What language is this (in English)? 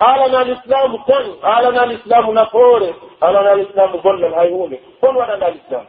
Pular